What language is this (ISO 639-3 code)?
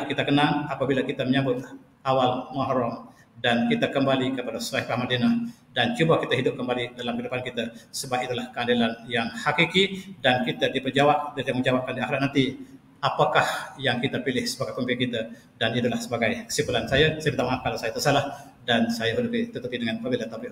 msa